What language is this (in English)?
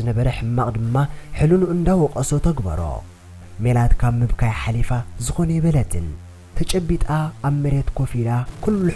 Tigrinya